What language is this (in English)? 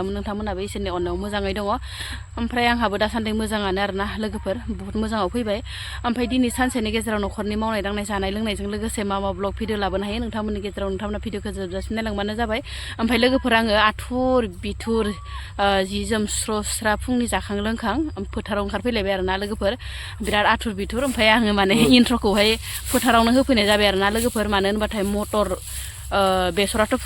Bodo